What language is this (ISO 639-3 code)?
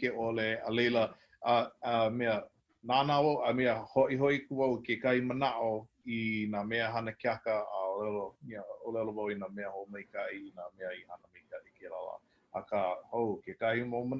haw